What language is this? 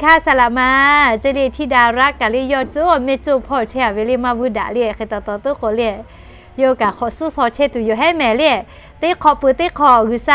Lahu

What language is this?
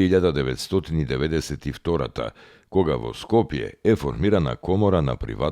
Macedonian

